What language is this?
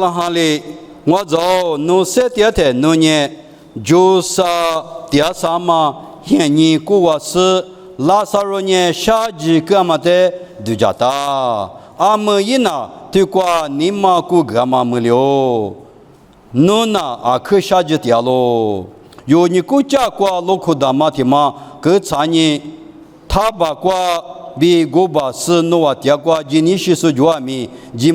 Lisu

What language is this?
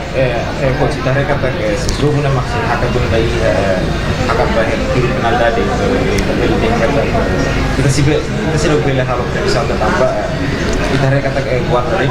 Tetum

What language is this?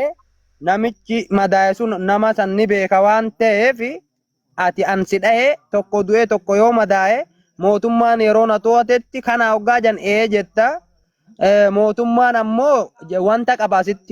Oromo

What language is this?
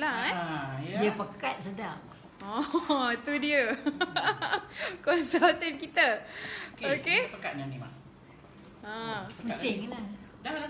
Malay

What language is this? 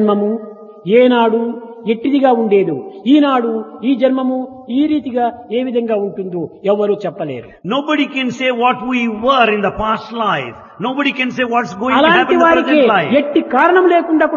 Telugu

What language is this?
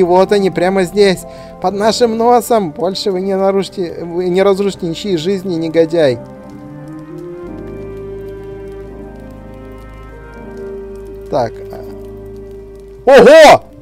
Russian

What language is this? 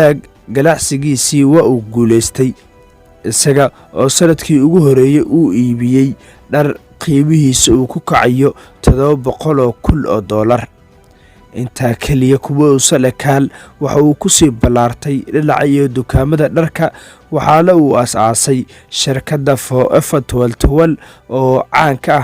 Somali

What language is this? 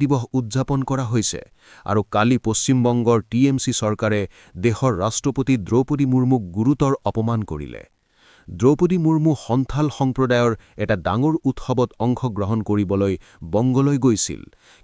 Assamese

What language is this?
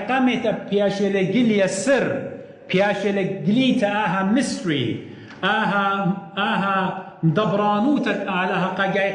Assyrian Neo-Aramaic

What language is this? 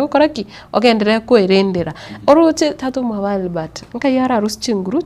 Gusii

